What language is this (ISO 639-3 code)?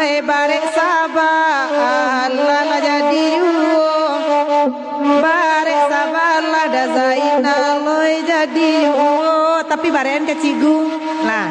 min